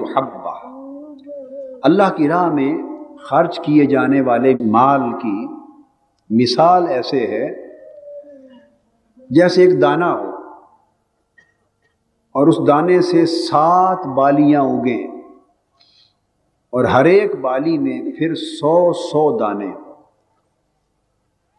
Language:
Urdu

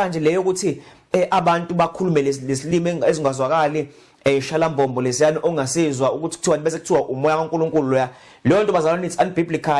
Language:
Zulu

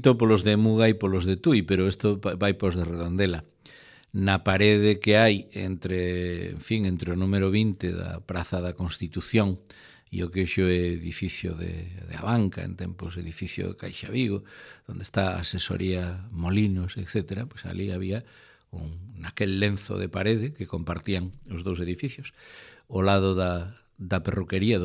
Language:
Galician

